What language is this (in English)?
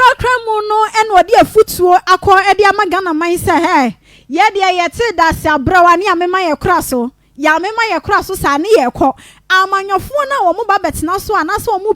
Akan